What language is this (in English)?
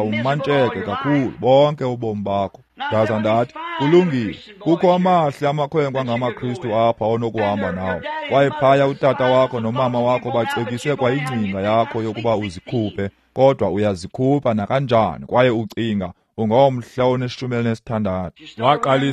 Xhosa